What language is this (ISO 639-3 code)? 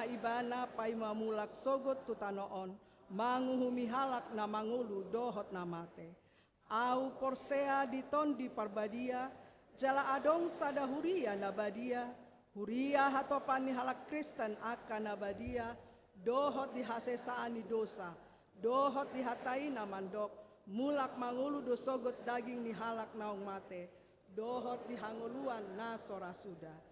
bbc